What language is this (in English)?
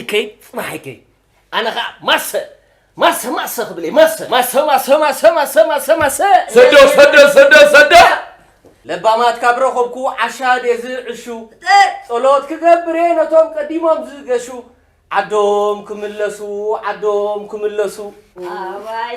Tigrinya